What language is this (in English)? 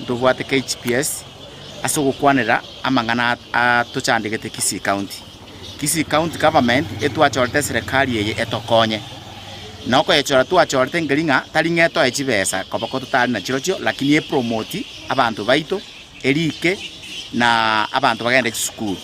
Gusii